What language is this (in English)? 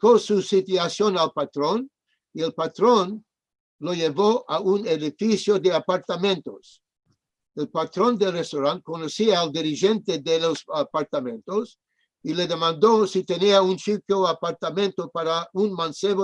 Ladino